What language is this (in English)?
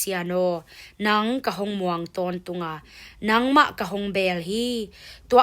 Tedim Chin